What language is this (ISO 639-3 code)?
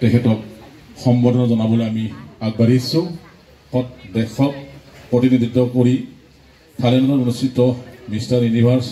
asm